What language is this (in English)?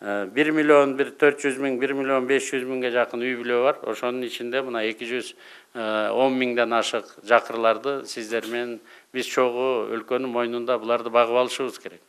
Kyrgyz